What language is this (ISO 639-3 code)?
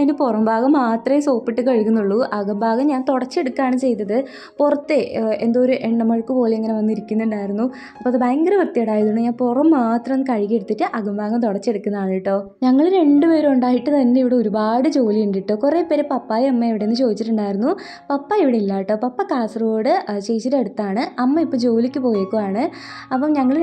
mal